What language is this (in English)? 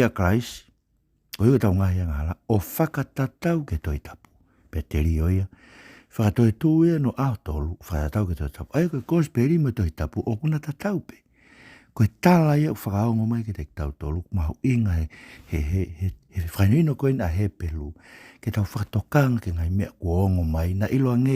Tongan